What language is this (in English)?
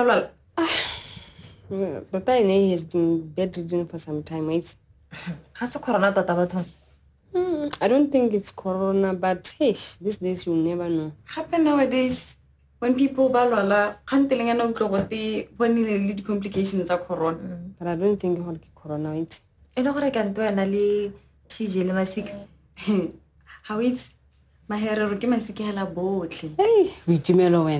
Tswana